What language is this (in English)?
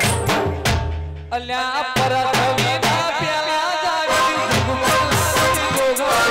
Gujarati